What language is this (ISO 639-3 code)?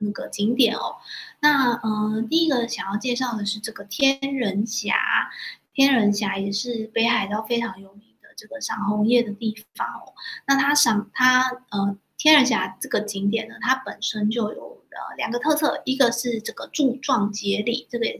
zho